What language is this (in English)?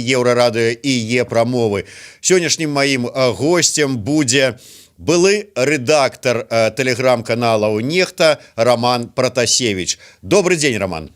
Belarusian